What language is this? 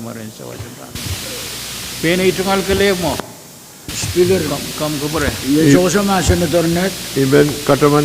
Pohnpeian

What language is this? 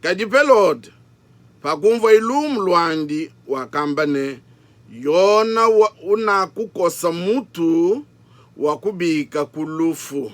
Luba-Lulua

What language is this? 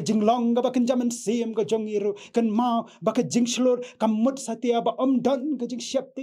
Khasi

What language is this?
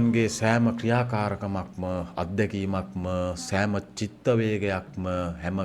Sinhala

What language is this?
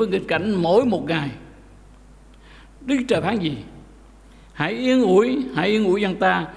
Vietnamese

